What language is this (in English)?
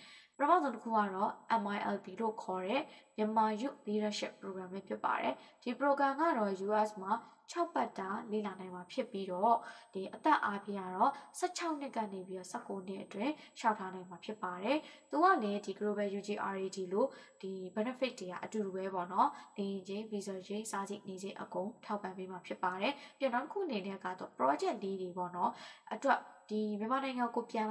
Burmese